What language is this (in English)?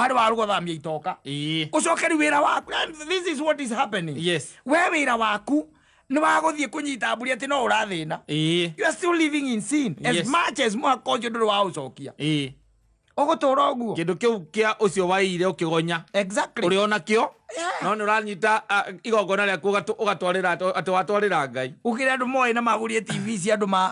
Kikuyu